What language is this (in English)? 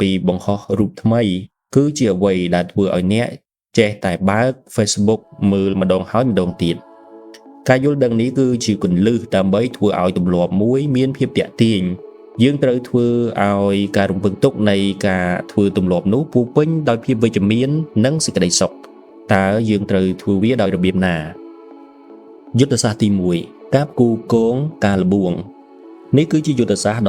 Khmer